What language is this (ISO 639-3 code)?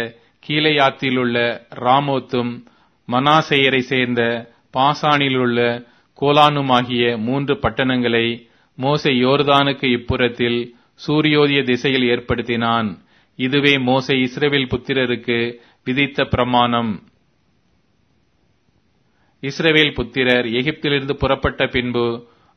tam